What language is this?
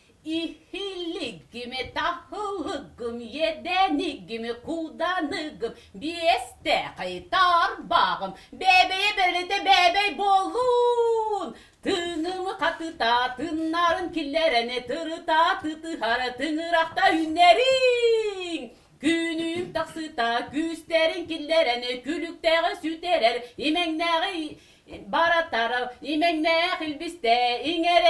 Yakut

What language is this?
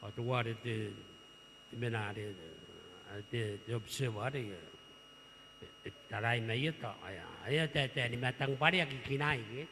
Gilbertese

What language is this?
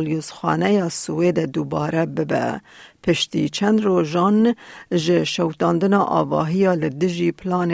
Kurdish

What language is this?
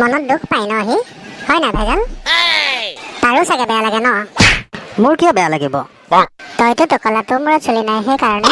Assamese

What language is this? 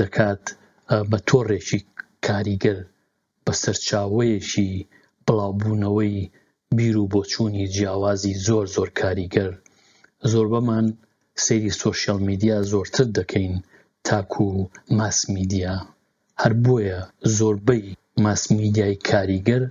Central Kurdish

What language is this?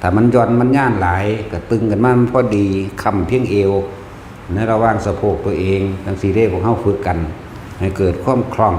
Northeastern Thai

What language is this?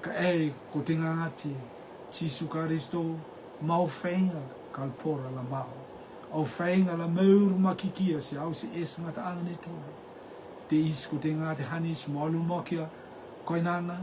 Rotuman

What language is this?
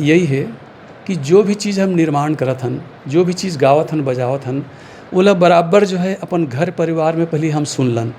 Chhattisgarhi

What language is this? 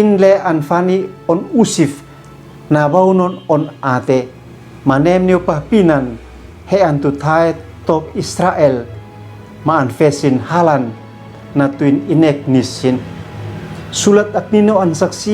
Uab Meto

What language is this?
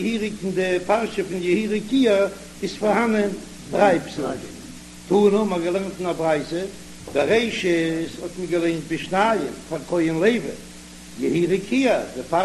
Yiddish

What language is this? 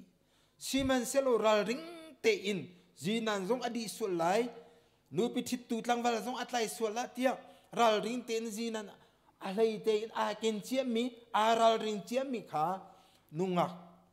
Hakha Chin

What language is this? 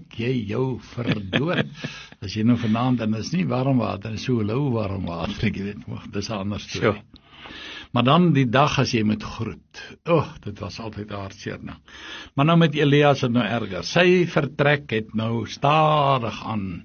Afrikaans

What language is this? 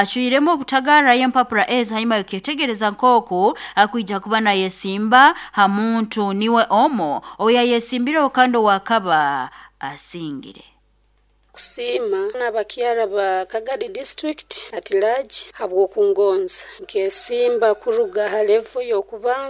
Nyoro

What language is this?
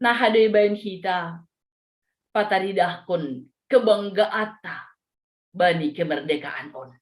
Batak Simalungun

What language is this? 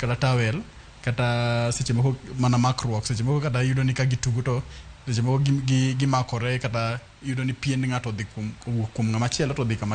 Luo (Kenya and Tanzania)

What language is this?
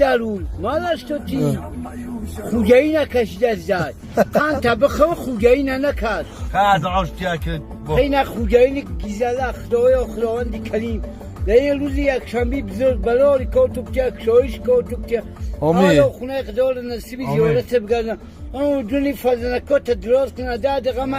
Tajik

